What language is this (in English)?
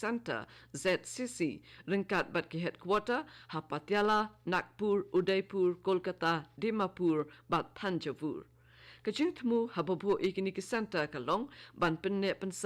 Khasi